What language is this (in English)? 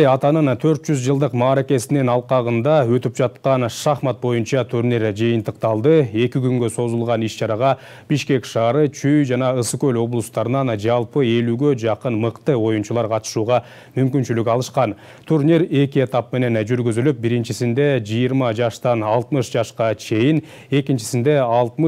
Kyrgyz